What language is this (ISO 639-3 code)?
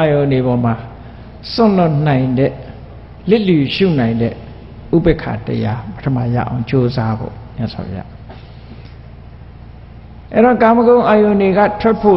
mya